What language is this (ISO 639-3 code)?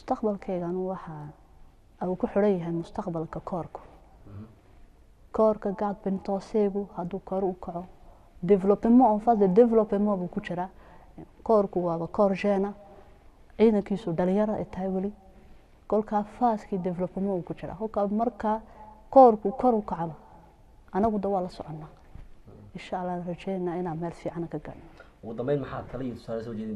som